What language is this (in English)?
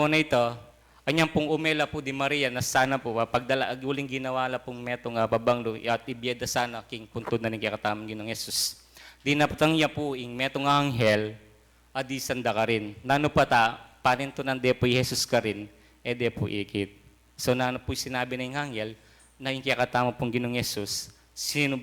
Pampanga